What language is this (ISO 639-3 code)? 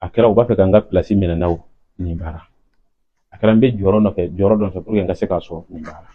bam